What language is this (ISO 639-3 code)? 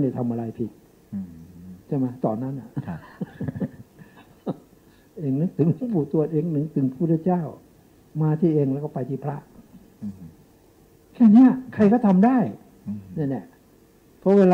tha